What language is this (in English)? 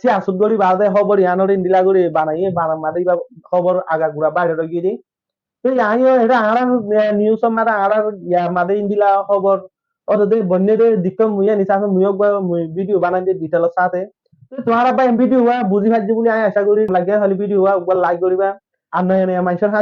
Rohingya